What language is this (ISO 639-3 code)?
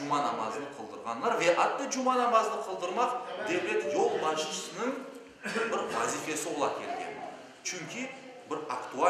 crh